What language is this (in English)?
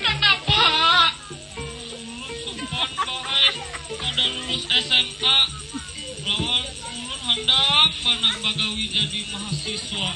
Banjar